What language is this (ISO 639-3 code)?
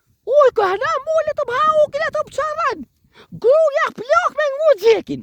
sqi